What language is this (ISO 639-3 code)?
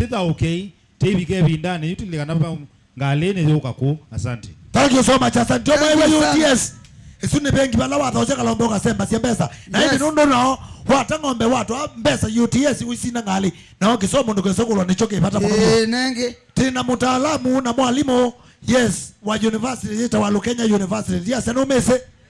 kam